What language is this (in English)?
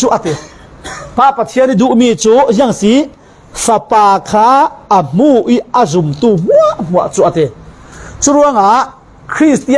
Falam Chin